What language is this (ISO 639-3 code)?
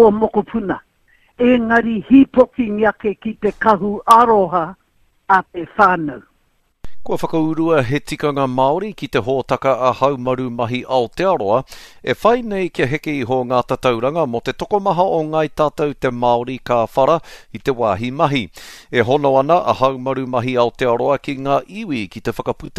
mri